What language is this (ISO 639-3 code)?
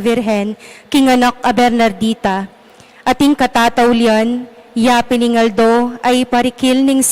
pam